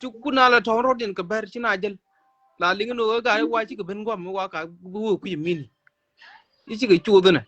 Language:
Nuer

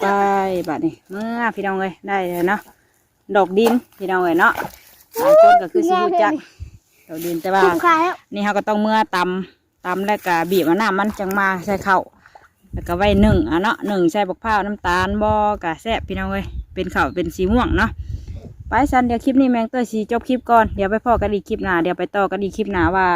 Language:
Northeastern Thai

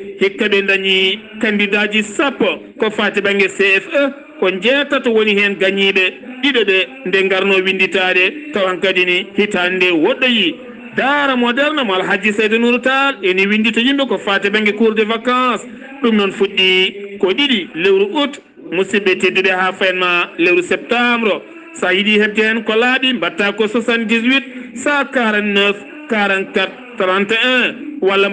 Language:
Fula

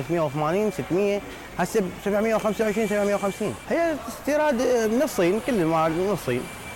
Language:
Mesopotamian Arabic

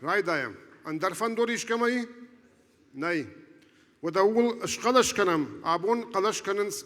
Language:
Ossetic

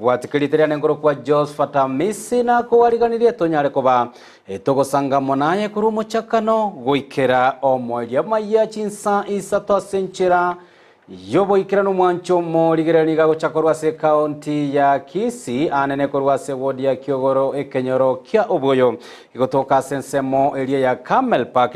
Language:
Gusii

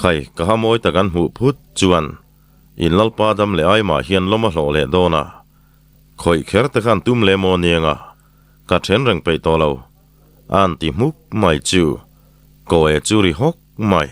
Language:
Mizo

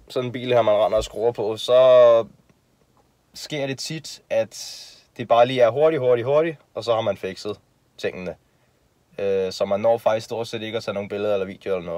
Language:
Danish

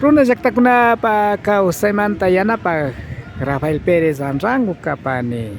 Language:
Imbabura Highland Quichua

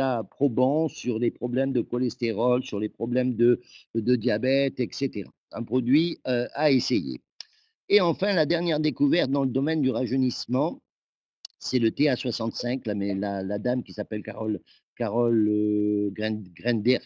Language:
French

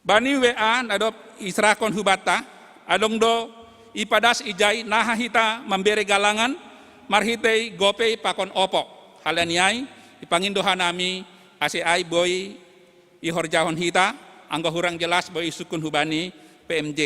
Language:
Batak Simalungun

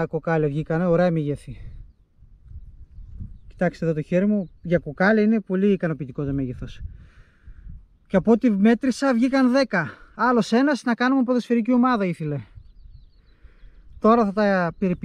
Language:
Greek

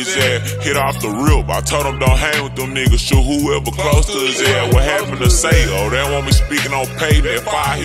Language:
English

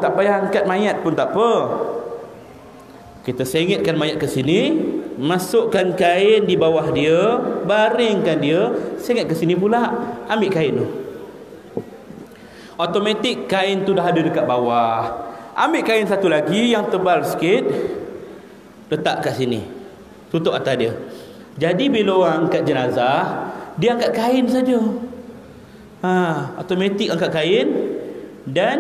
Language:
Malay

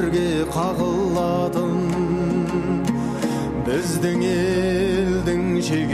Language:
Kazakh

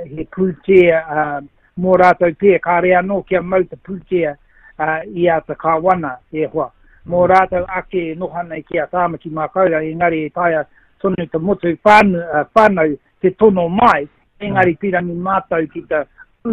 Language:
Māori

